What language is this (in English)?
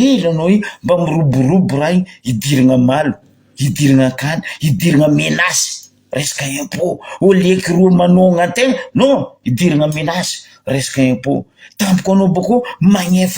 Malagasy